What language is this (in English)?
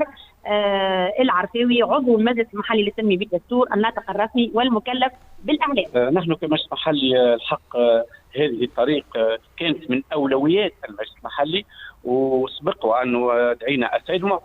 Tunisian Arabic